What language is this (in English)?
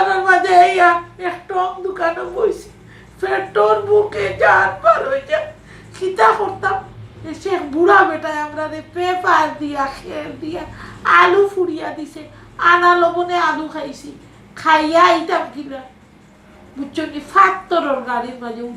Sylheti